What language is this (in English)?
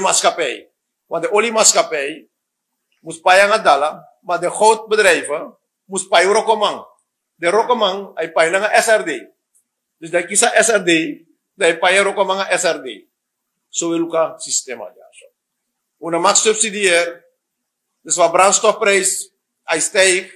Sranan Tongo